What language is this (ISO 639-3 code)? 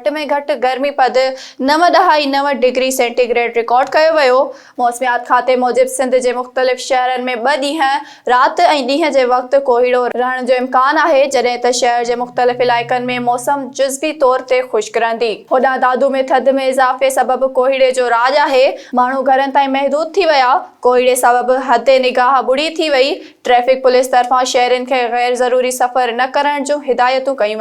snd